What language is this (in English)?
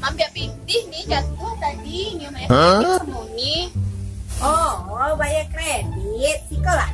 Minangkabau